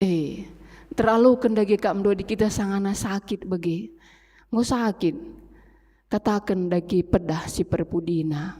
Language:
Batak Karo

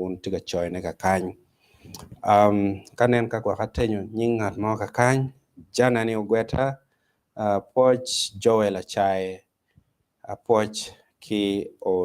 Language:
Acoli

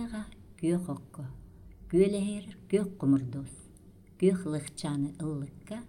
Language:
Yakut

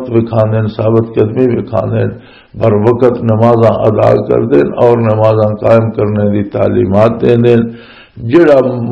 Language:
Western Panjabi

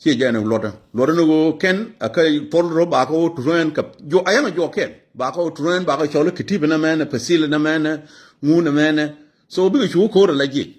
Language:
Nuer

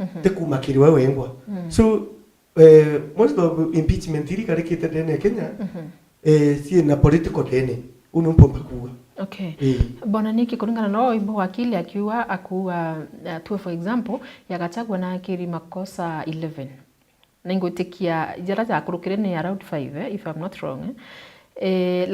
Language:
Meru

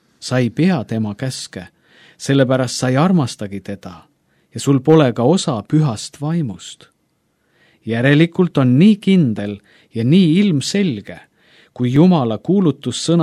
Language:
Estonian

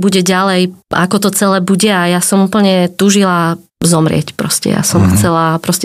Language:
Slovak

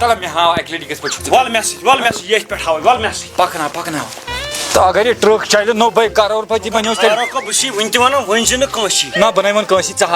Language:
Kashmiri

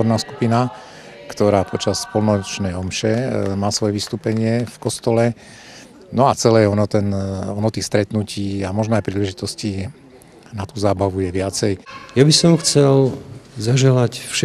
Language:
Slovak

